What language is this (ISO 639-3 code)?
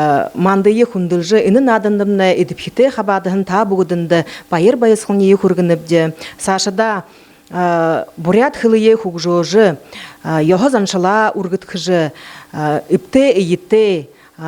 bua